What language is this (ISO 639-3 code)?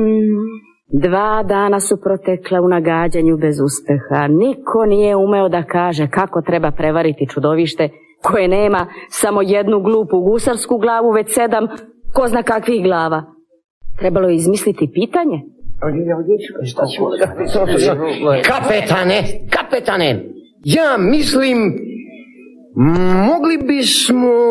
srp